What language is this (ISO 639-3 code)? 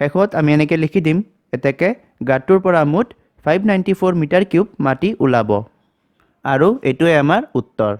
asm